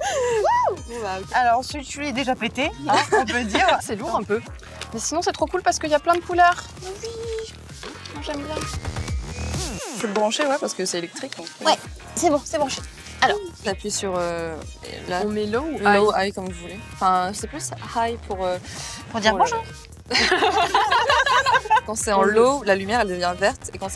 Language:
French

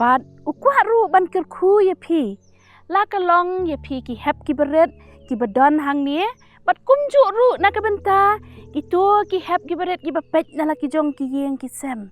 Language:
Khasi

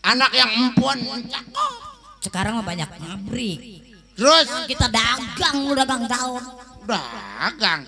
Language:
Betawi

